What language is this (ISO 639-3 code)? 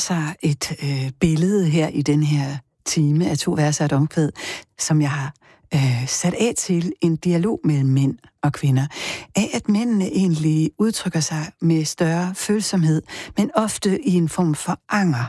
dan